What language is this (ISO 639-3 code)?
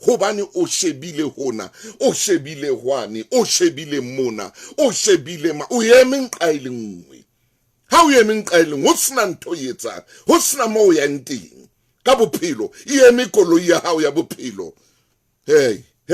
sot